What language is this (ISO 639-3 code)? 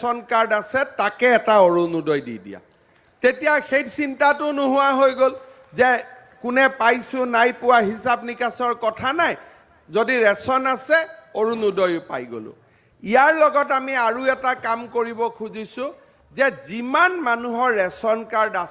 asm